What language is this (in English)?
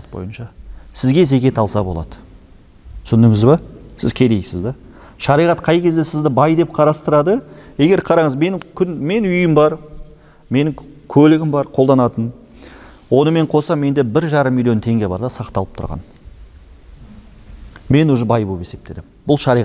Kazakh